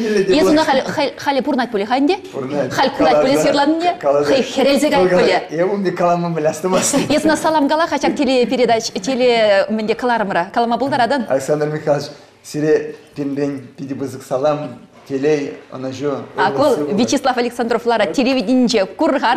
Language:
Chuvash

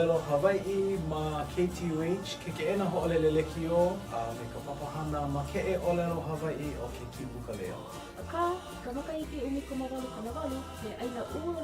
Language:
Hawaiian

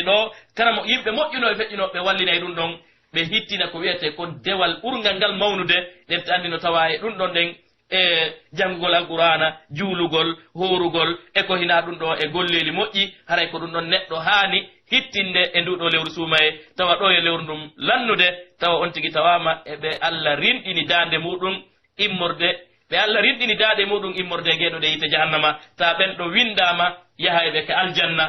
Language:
Pular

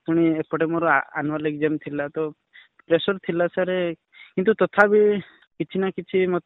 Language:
Odia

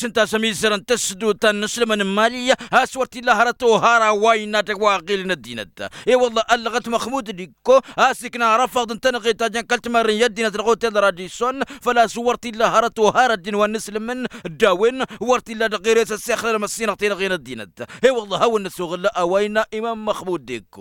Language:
Tamasheq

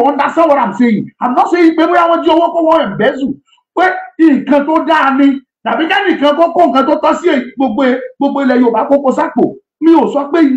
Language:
Yoruba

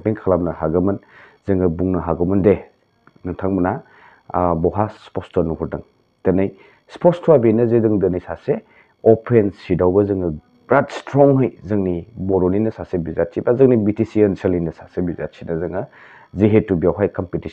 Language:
Bodo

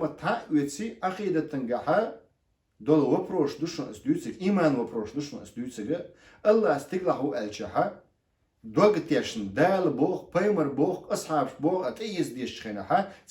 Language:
Chechen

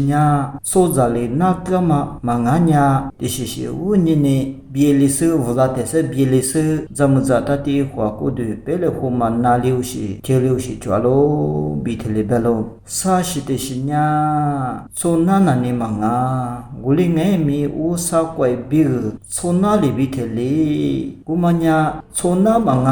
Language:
Lisu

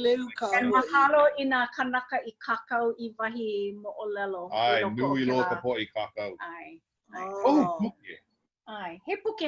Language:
Hawaiian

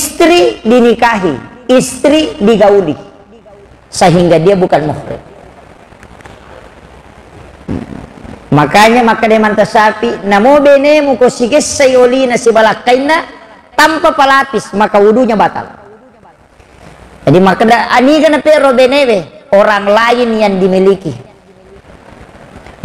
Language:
Buginese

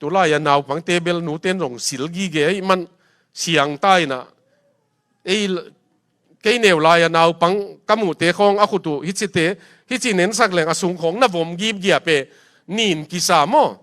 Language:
Tedim Chin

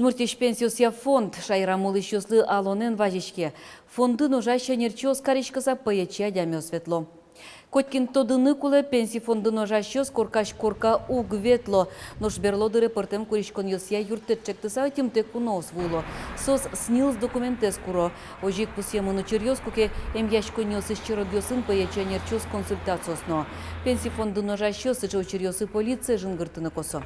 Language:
Udmurt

